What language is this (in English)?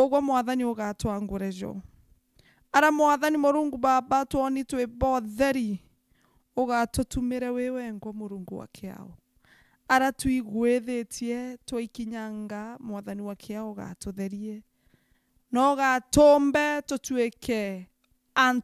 Meru